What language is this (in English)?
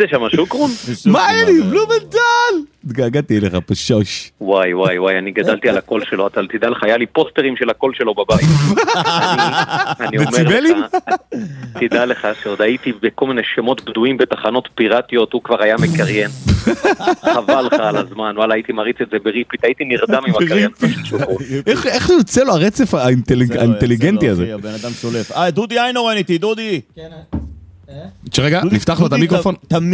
Hebrew